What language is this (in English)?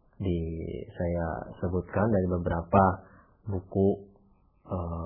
Indonesian